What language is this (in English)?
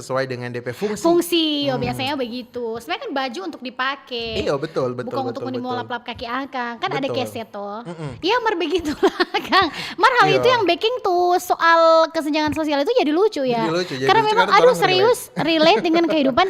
Manado Malay